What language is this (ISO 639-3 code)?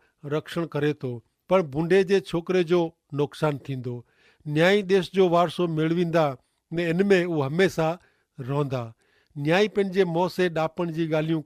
kfr